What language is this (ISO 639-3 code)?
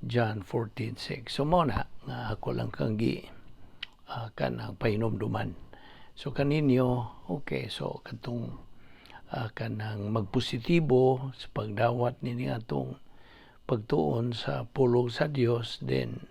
ceb